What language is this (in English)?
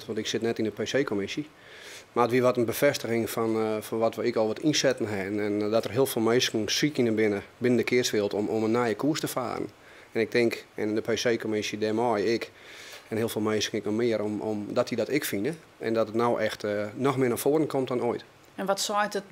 Western Frisian